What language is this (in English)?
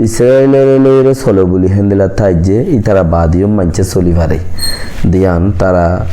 Rohingya